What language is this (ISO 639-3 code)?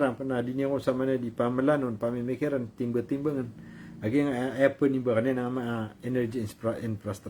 mrw